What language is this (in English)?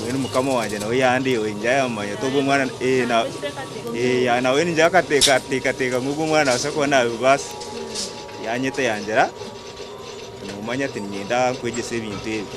Nyankole